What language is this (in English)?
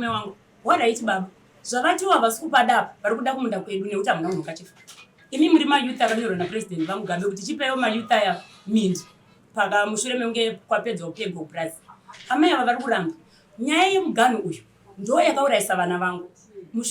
Shona